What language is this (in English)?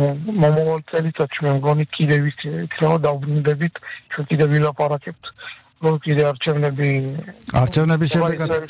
Georgian